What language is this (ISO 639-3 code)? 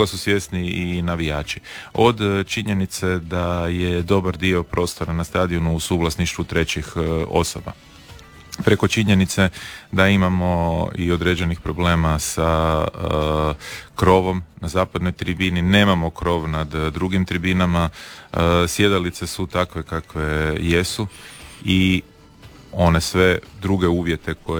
hrv